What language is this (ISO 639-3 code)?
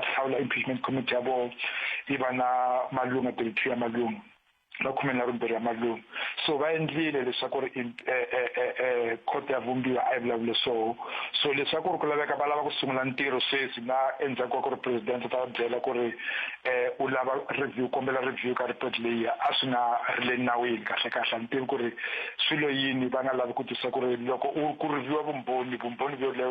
tso